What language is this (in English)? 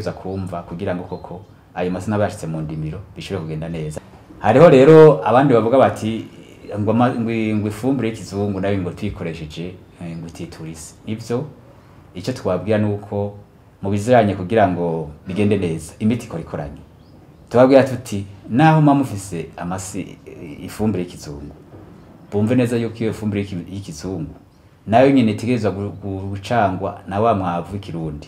Rundi